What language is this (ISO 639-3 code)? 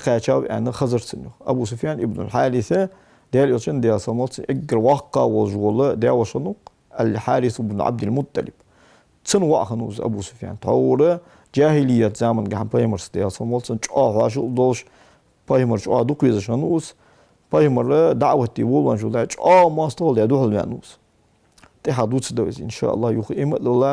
inh